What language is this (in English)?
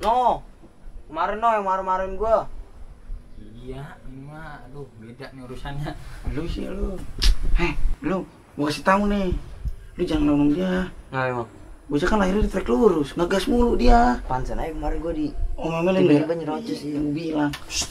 Betawi